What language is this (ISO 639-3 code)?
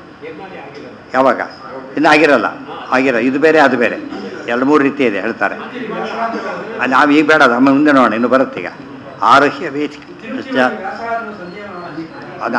kan